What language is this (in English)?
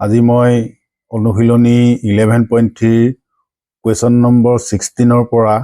Assamese